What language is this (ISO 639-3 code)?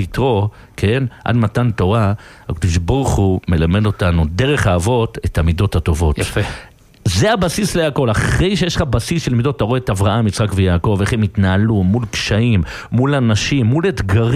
heb